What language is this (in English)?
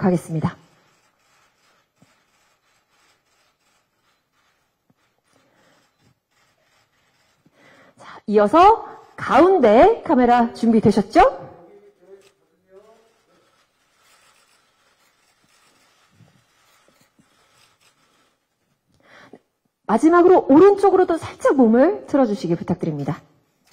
Korean